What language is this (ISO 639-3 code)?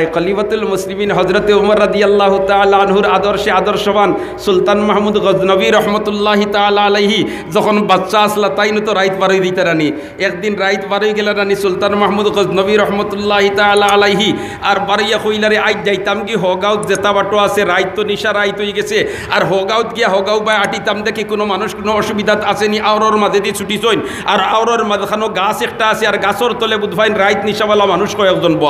syl